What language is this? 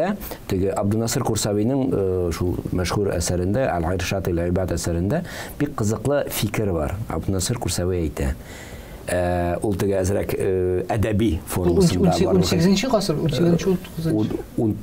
Tatar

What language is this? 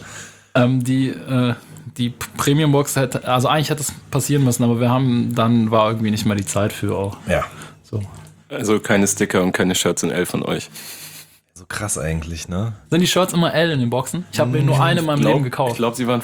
German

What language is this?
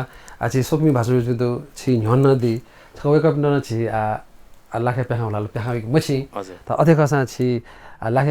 Newari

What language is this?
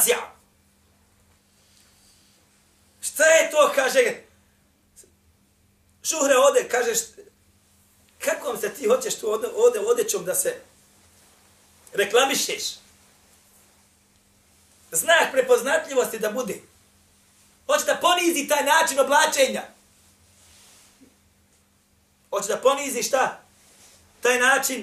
Bosnian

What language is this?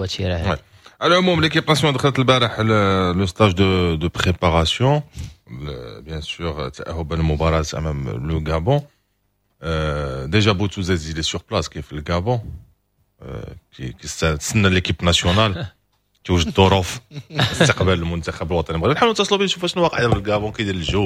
Moroccan Arabic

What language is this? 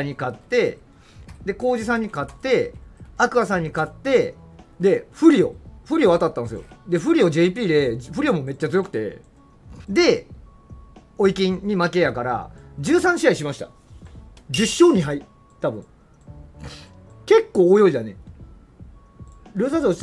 Japanese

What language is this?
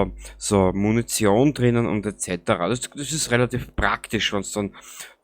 Bavarian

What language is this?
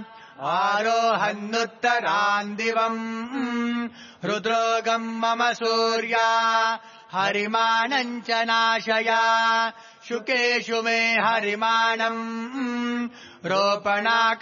Sanskrit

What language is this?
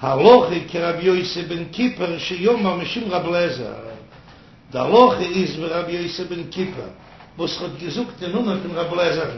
Yiddish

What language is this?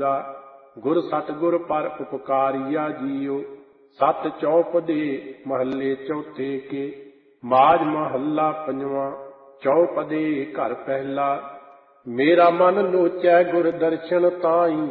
Punjabi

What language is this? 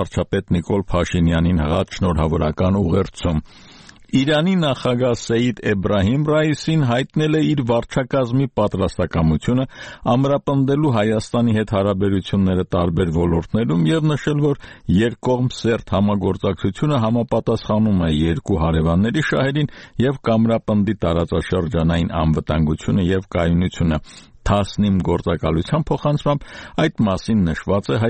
Armenian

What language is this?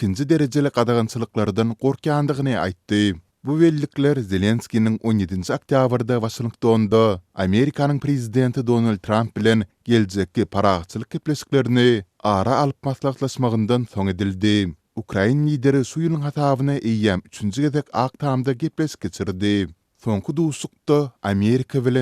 Turkmen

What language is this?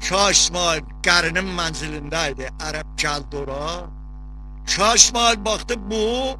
South Azerbaijani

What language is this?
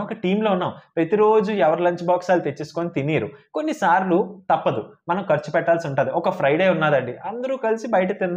Telugu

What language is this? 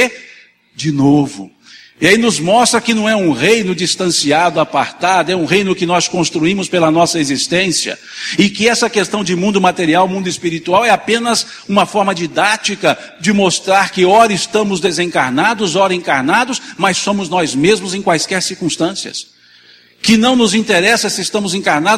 Portuguese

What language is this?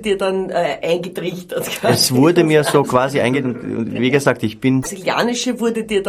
Bavarian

